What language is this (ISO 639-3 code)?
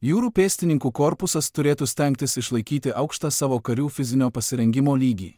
lit